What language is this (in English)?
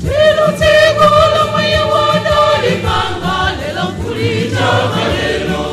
Nyanja